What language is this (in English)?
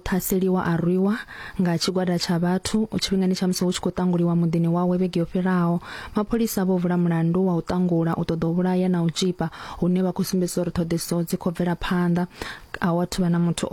Venda